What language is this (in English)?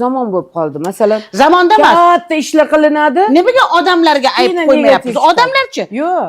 Uzbek